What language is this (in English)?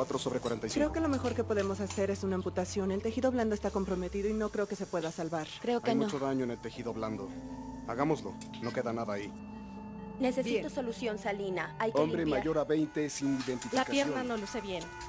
Spanish